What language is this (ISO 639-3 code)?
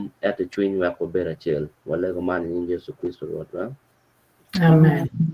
ach